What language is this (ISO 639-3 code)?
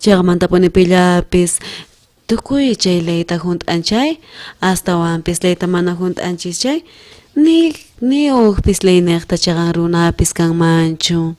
quh